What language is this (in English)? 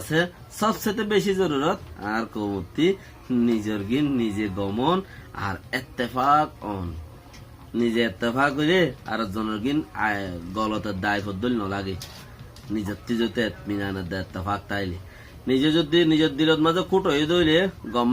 Rohingya